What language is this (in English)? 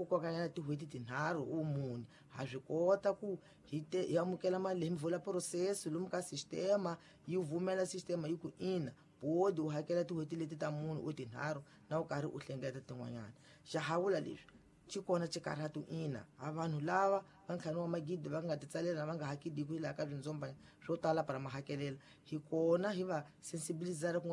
Tsonga